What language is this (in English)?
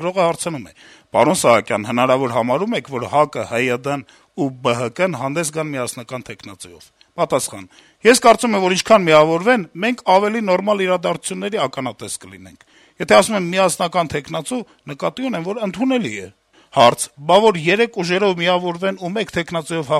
Armenian